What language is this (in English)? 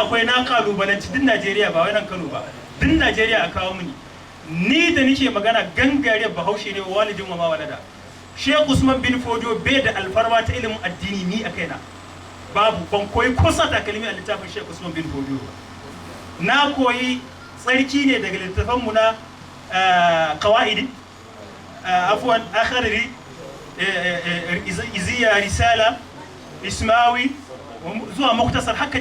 Hausa